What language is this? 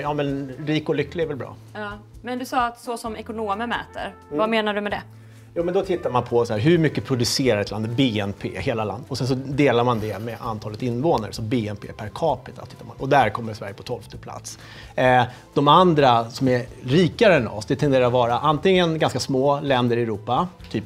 Swedish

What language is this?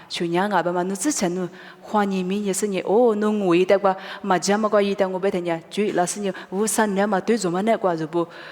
Lisu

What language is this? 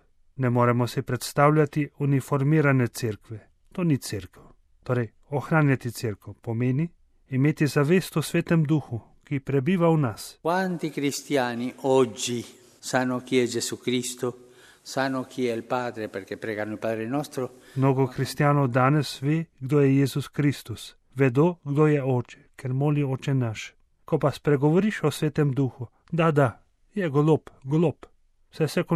Slovenian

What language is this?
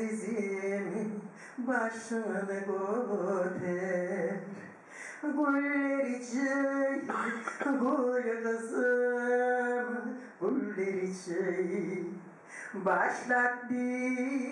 Kumyk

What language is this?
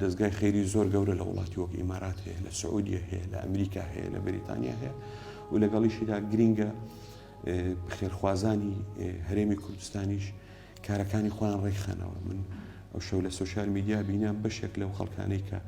Central Kurdish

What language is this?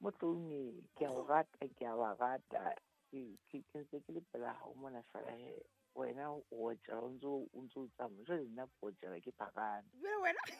Southern Sotho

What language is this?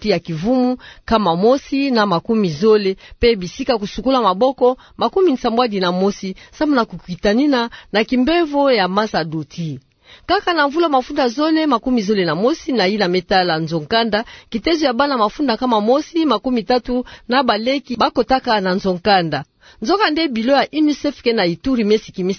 Kituba (Democratic Republic of Congo)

